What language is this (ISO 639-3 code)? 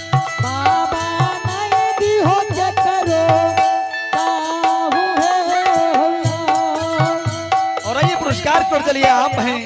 anp